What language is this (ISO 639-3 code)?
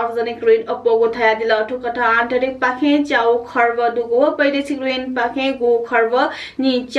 new